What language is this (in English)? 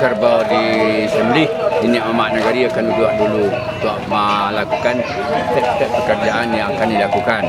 Minangkabau